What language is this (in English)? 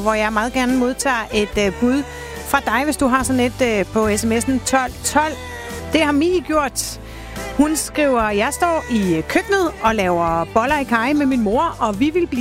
Danish